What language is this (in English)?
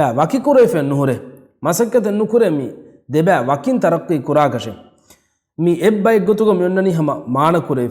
Divehi